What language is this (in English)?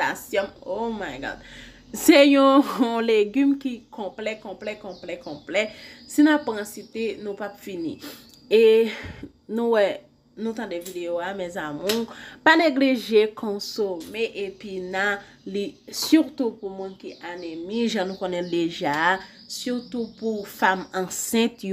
Haitian Creole